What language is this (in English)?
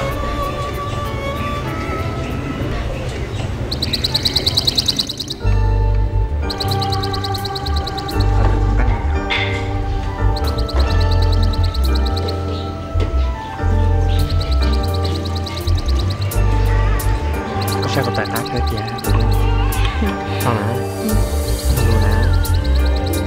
Vietnamese